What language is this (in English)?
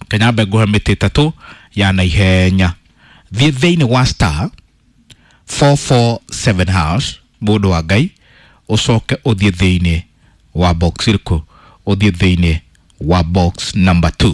Kikuyu